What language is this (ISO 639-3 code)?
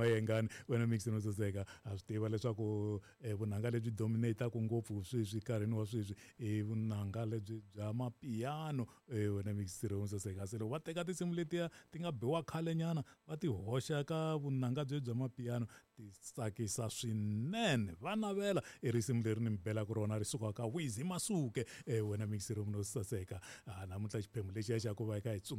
tso